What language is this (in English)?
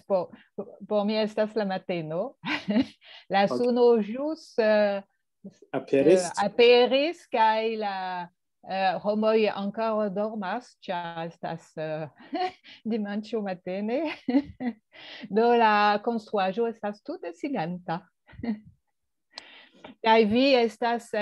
Esperanto